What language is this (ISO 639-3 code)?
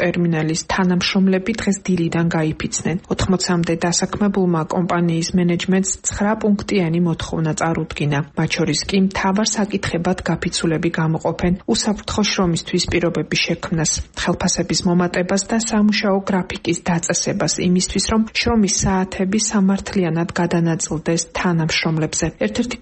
kat